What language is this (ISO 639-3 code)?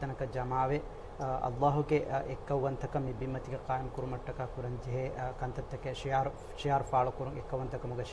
div